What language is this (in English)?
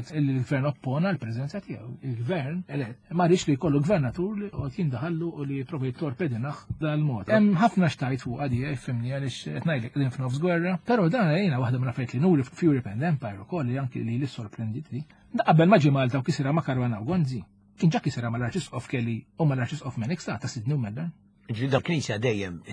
Maltese